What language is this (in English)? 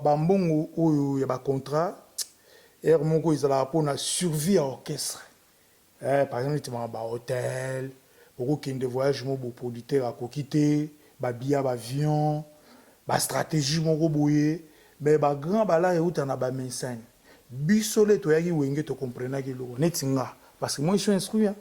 Lingala